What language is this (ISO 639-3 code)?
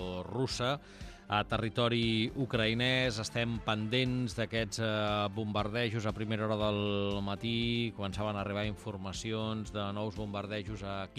cat